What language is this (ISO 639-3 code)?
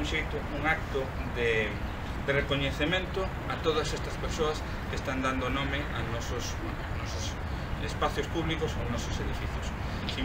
glg